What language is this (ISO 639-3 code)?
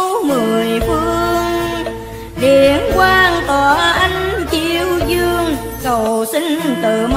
vie